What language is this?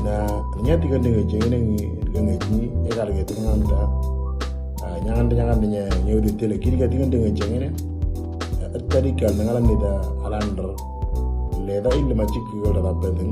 Moro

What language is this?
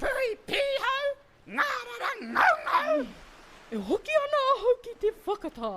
Māori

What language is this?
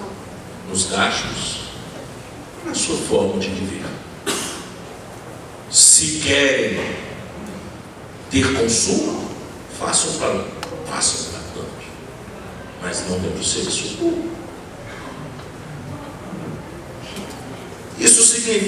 Portuguese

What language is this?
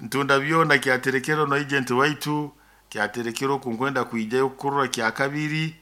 Nyoro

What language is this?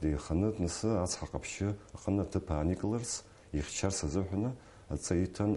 Abkhazian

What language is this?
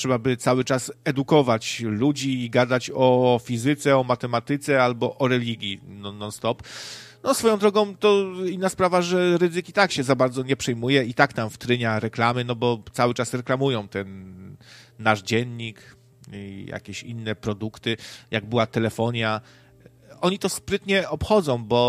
Polish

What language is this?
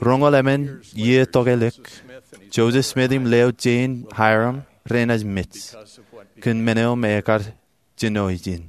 Marshallese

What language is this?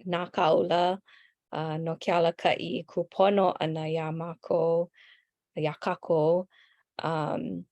Hawaiian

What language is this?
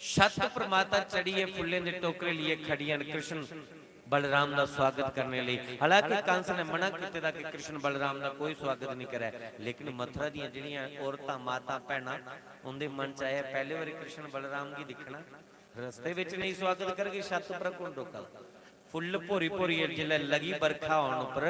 Dogri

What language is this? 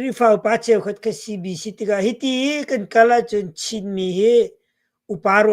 Hakha Chin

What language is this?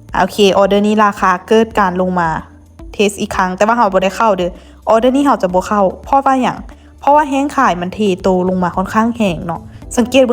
Lao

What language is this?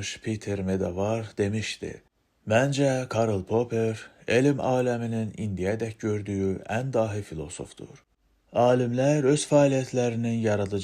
Azerbaijani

